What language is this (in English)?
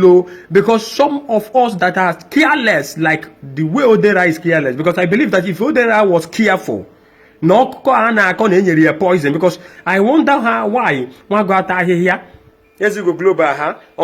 Igbo